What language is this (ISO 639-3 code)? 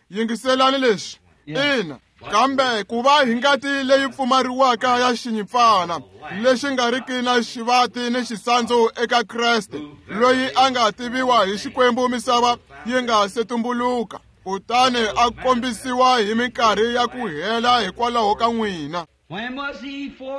tso